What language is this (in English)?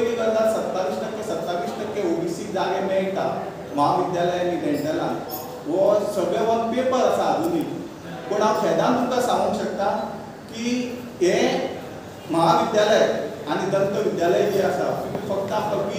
Konkani